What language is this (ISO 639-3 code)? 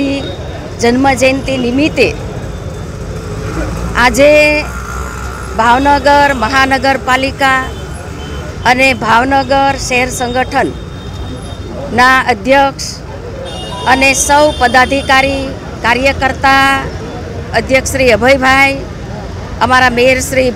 guj